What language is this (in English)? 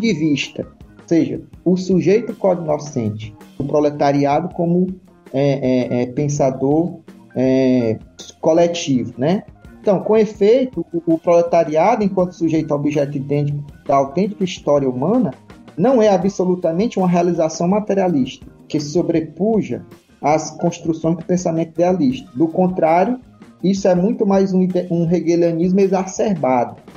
Portuguese